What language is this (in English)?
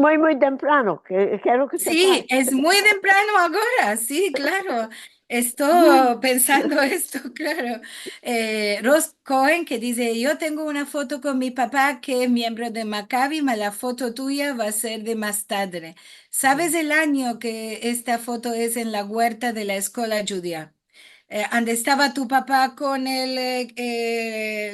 Ladino